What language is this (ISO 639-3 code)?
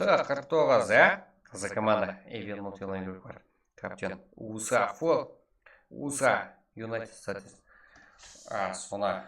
kaa